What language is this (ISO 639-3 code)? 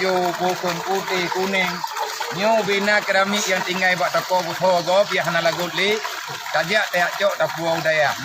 ace